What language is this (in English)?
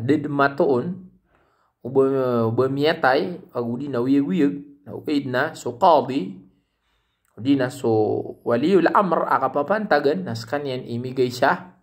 Maranao